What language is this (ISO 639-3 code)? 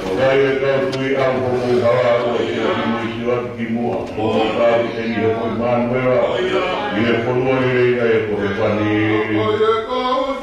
ton